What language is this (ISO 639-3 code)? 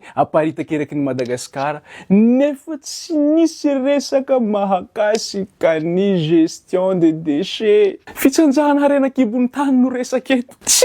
mlg